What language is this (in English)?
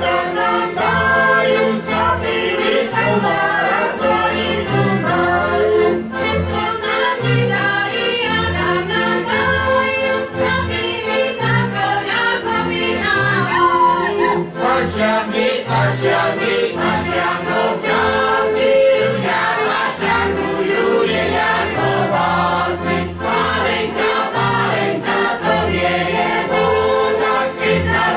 Slovak